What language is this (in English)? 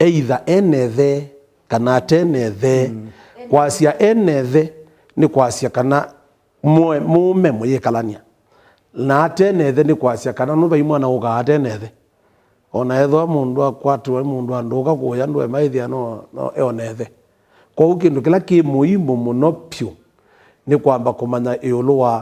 Kamba